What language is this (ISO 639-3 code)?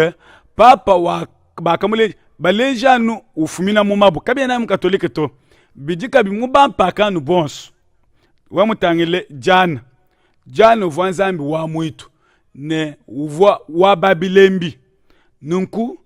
lua